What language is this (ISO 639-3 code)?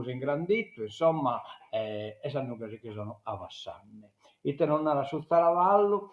srd